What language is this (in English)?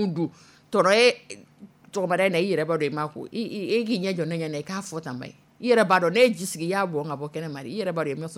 Dyula